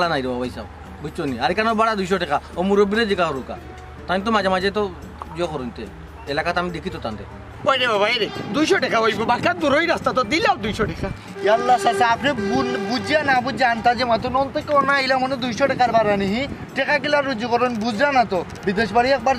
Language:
Sylheti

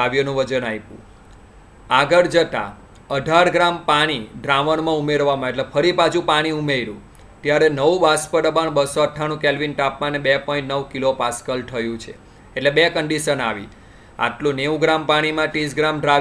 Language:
Gujarati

